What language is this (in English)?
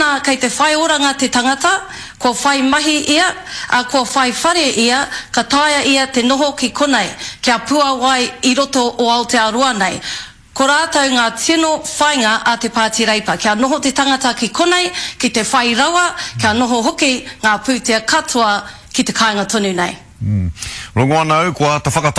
Māori